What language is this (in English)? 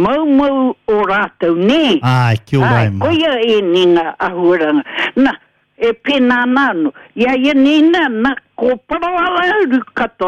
Māori